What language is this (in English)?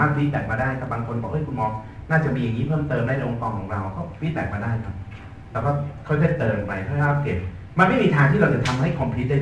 Thai